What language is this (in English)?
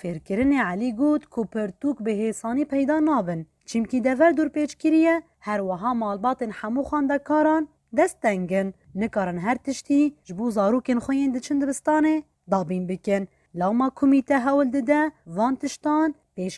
Kurdish